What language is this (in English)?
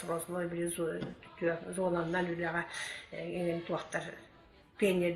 Yakut